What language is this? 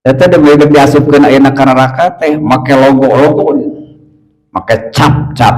Sundanese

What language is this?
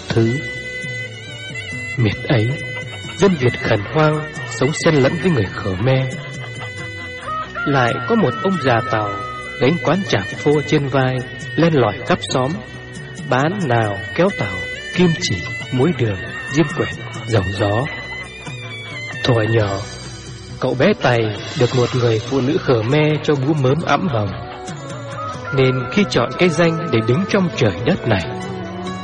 Vietnamese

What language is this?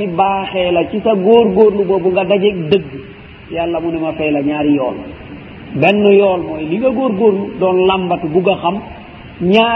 Wolof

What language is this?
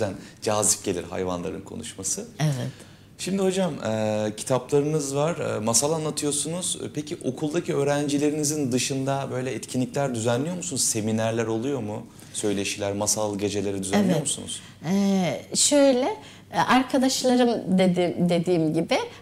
Turkish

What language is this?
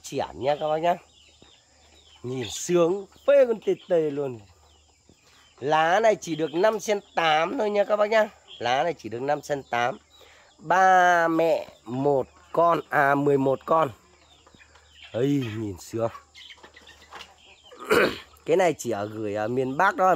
Vietnamese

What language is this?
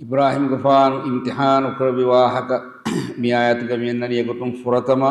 Divehi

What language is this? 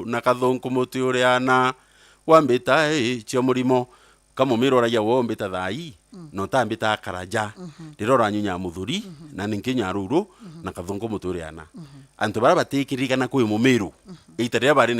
Meru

